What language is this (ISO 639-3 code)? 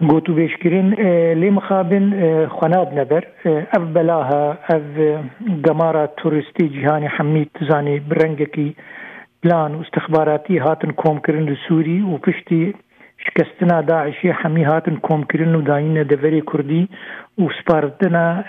kur